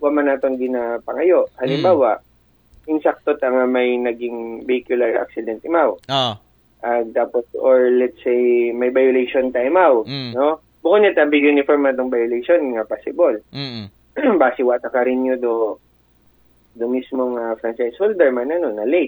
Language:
Aklanon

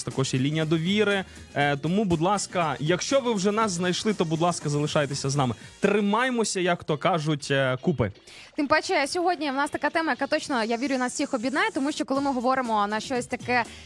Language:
Ukrainian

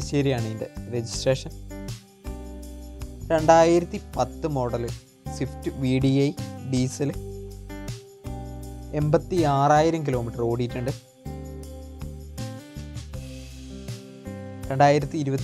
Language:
Malayalam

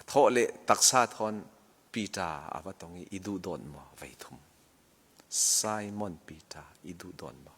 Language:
Falam Chin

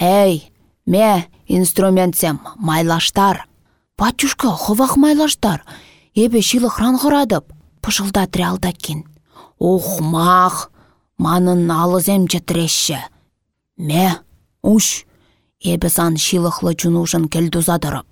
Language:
Chuvash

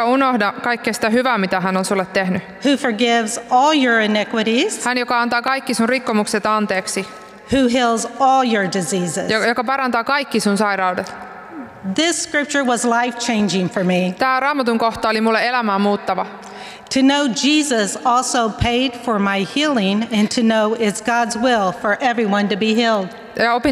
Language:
Finnish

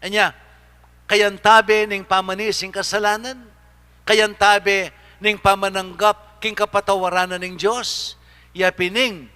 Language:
Pampanga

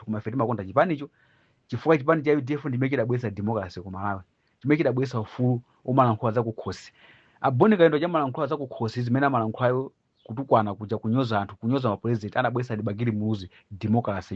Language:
Nyanja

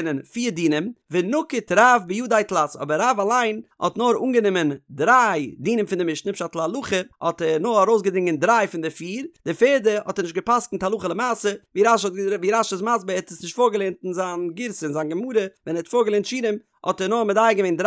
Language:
Yiddish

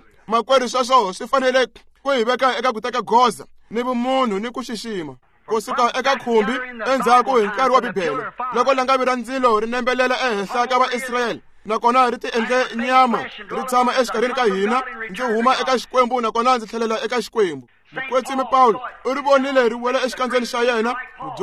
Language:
Tsonga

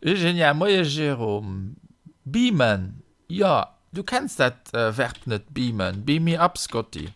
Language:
Luxembourgish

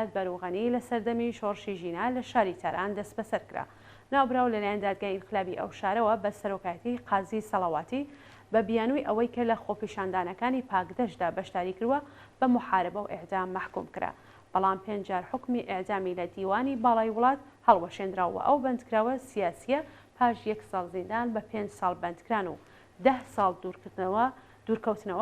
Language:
Central Kurdish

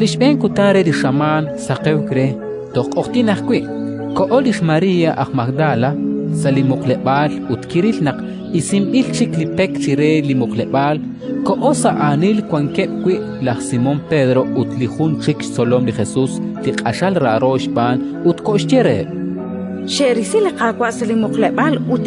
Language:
Kekchí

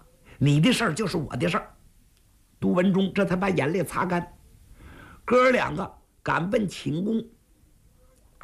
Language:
Chinese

